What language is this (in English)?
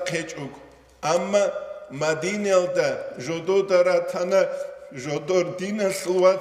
Avaric